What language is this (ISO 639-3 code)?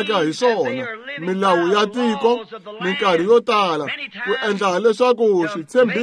tso